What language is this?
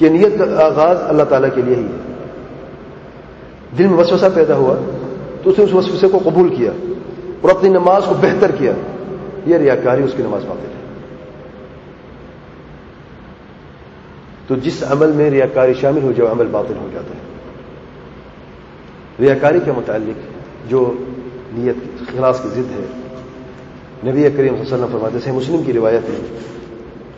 Urdu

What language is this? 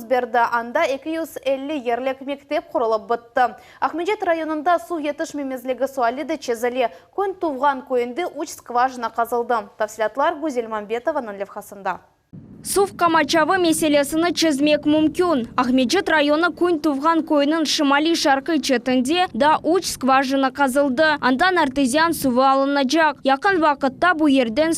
Crimean Tatar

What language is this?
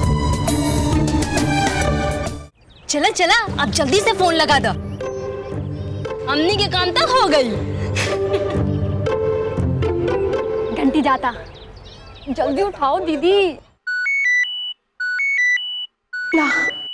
Bhojpuri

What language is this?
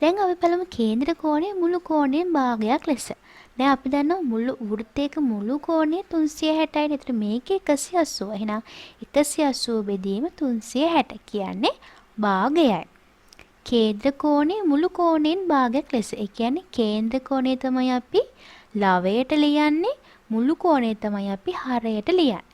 Sinhala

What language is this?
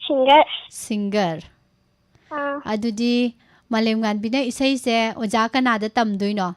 Manipuri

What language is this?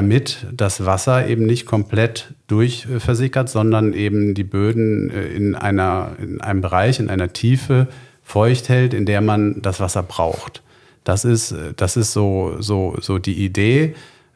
German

